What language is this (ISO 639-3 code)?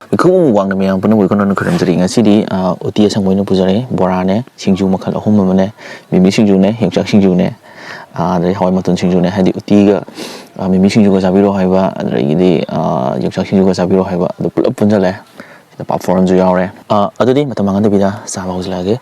mni